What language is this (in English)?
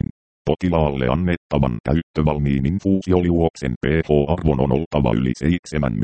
Finnish